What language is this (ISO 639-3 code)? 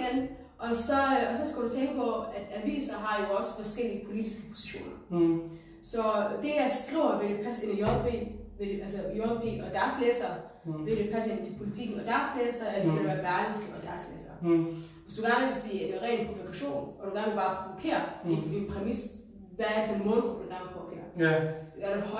dan